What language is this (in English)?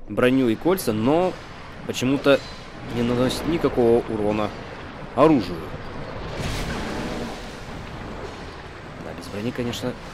Russian